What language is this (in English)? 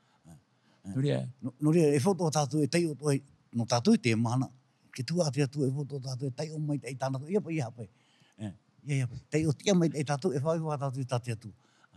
Tahitian